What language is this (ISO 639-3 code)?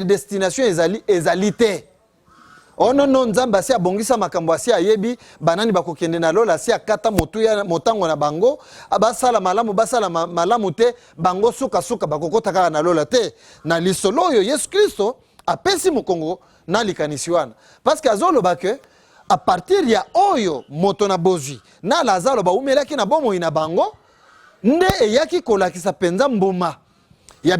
lin